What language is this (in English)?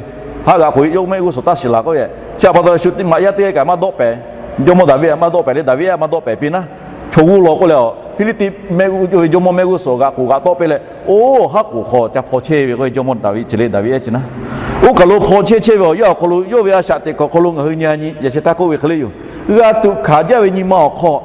Lahu